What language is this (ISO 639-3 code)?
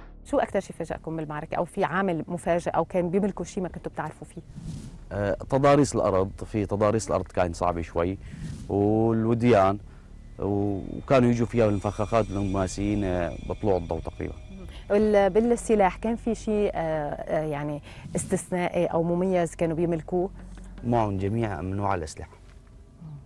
ara